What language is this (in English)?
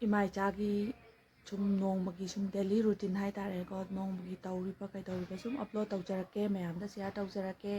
Manipuri